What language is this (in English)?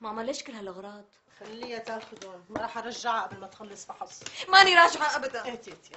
North Levantine Arabic